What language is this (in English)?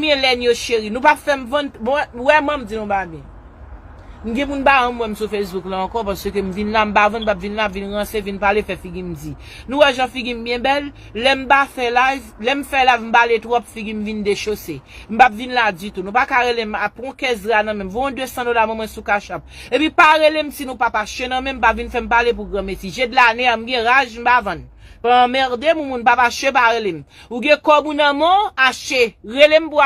Haitian Creole